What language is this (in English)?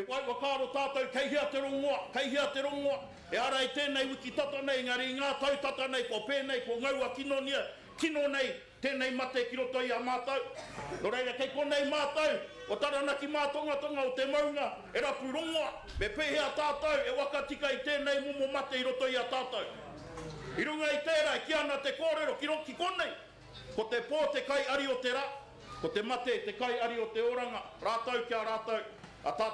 Māori